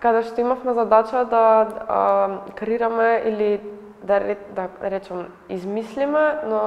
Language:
Macedonian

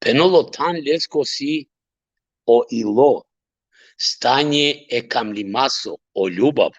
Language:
Balkan Romani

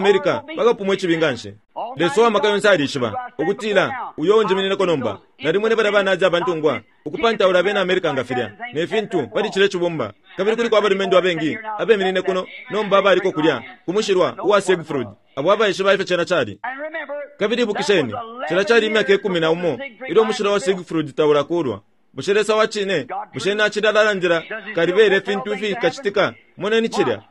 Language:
Bemba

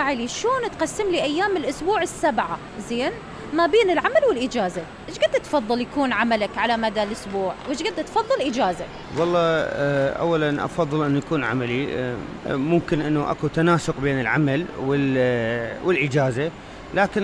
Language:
Mesopotamian Arabic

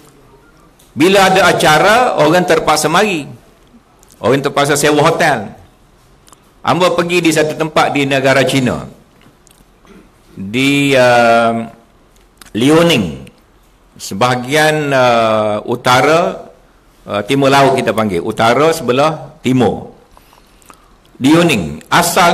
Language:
Malay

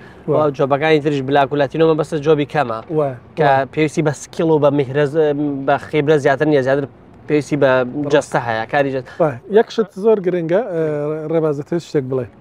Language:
Central Kurdish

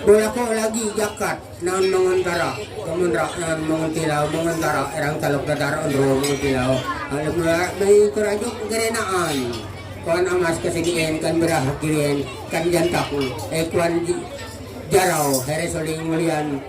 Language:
Ma'anyan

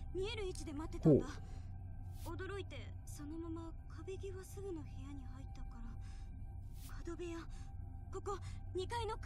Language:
Japanese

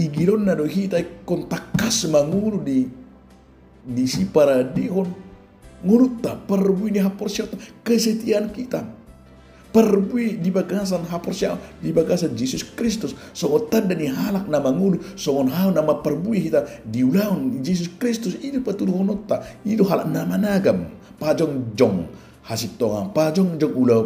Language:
Batak Toba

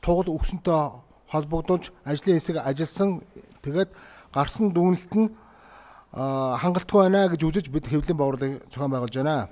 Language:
Mongolian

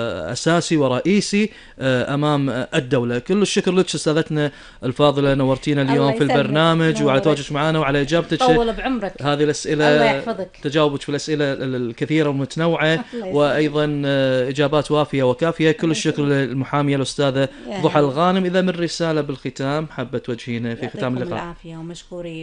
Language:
Gulf Arabic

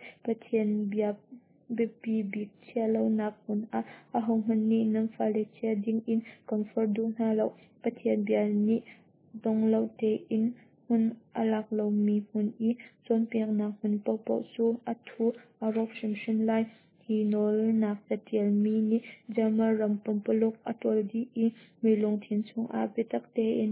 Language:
Hakha Chin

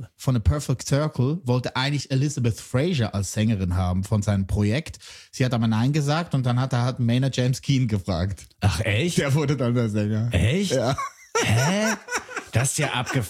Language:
German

